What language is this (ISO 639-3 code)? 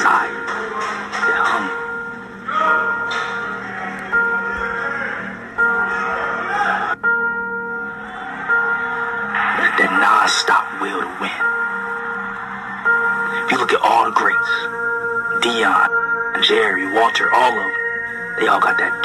eng